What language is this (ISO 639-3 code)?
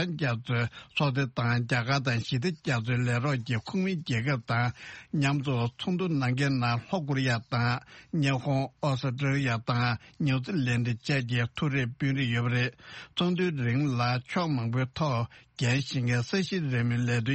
bod